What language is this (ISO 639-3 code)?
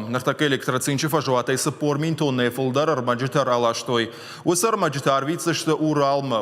oss